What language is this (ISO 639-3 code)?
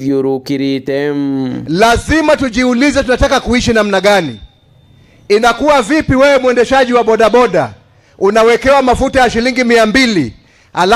mer